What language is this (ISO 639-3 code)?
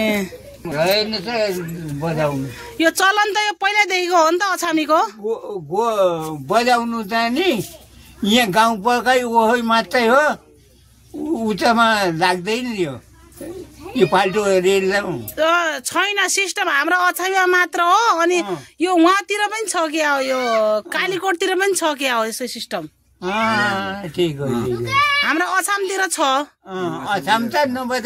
nep